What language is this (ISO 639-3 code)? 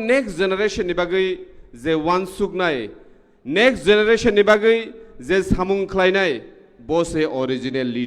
trp